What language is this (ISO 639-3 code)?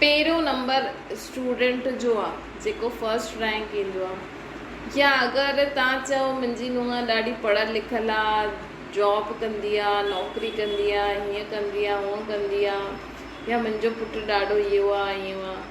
snd